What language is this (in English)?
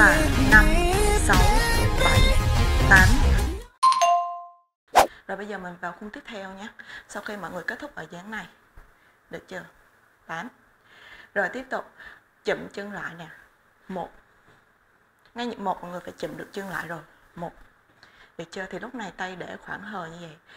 Vietnamese